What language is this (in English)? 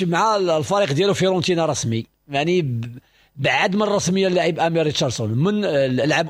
Moroccan Arabic